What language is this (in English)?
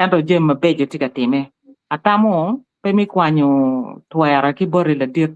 Acoli